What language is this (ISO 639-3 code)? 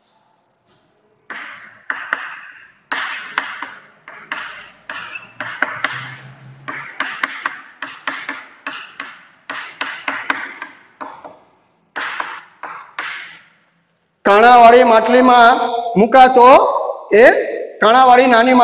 guj